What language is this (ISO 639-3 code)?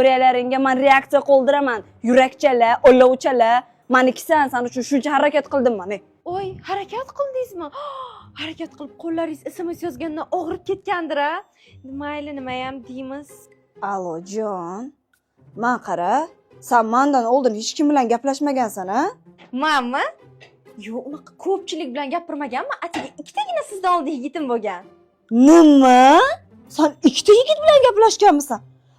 uzb